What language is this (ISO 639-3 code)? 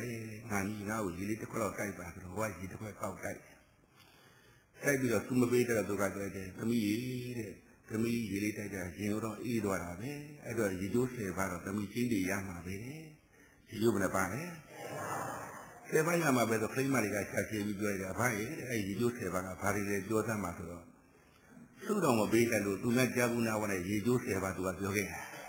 mya